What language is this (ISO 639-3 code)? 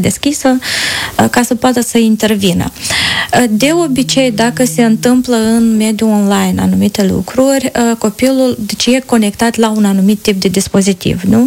ron